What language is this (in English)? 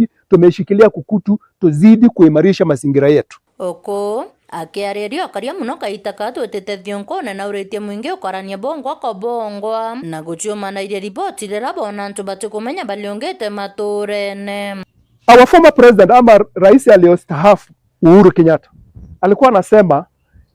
Meru